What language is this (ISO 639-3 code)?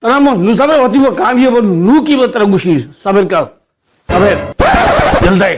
bal